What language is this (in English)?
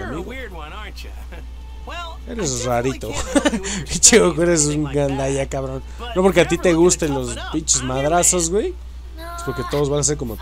Spanish